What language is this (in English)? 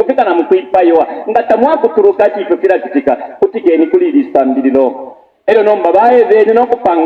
Bemba